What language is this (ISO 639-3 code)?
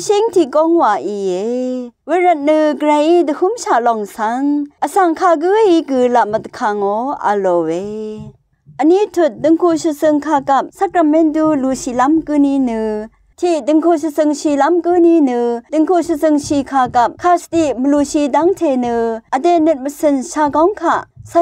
raw